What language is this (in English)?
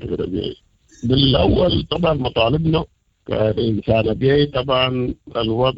Sudanese Arabic